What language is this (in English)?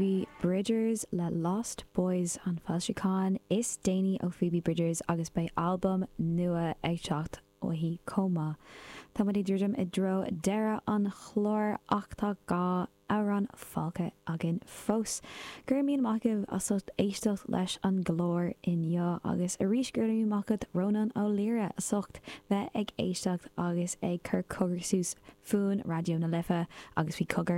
Irish